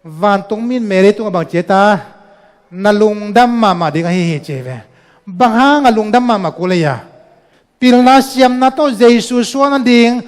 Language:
Tedim Chin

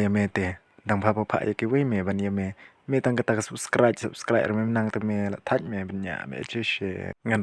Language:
Khasi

